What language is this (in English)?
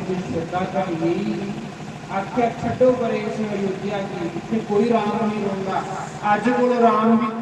Dogri